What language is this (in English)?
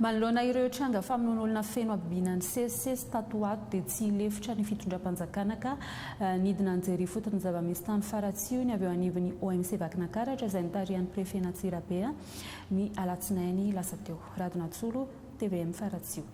Malagasy